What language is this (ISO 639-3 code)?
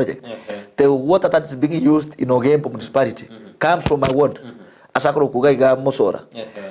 guz